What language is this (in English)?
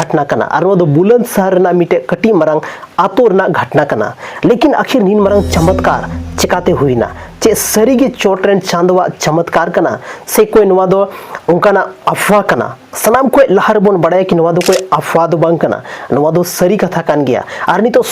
Santali